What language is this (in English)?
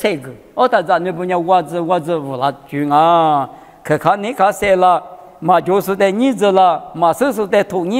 Lisu